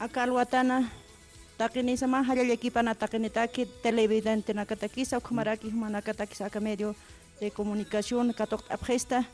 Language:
Aymara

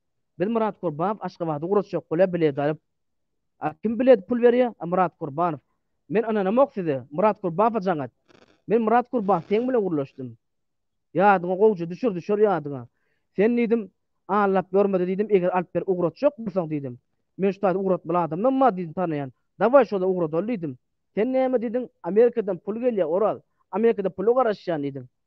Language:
Turkmen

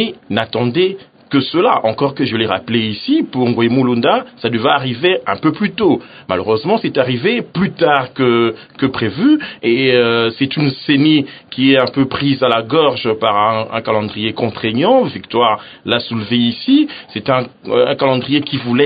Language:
French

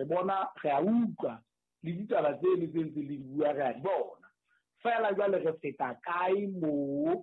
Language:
Southern Sotho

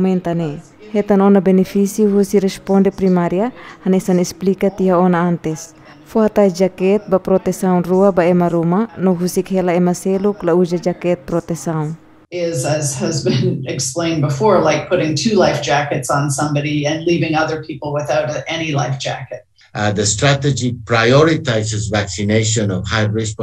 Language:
Tetum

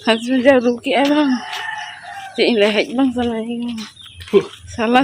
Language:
Santali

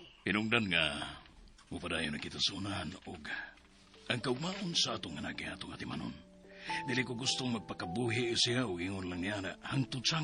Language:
Cebuano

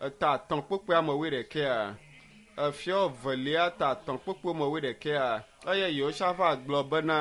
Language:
Ewe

